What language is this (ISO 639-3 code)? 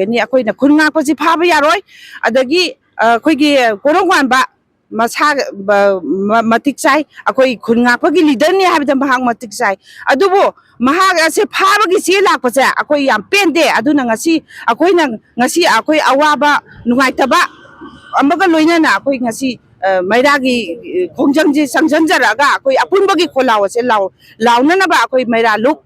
mni